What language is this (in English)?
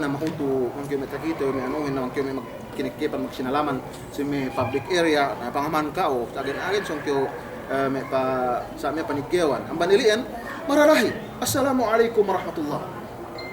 Yakan